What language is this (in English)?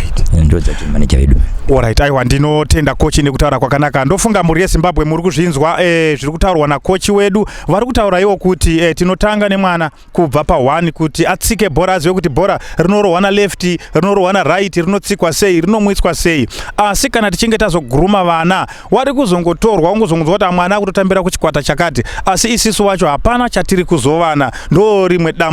Shona